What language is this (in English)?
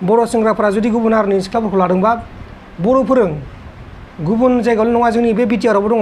Bodo